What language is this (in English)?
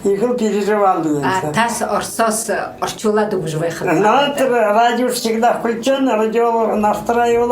Buriat